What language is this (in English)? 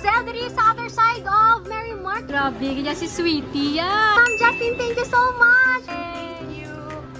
Hiligaynon